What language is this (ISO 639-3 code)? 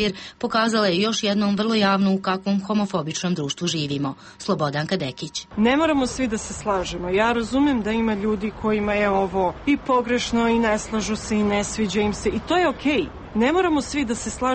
srp